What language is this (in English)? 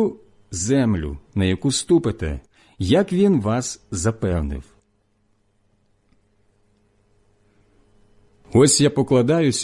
Ukrainian